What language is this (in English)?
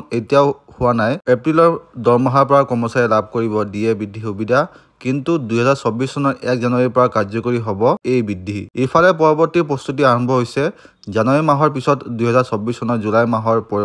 Assamese